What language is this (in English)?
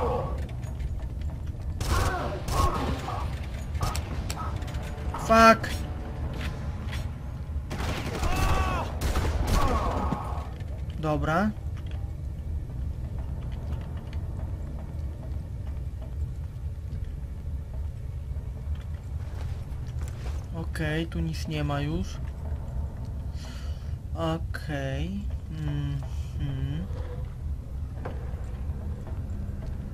Polish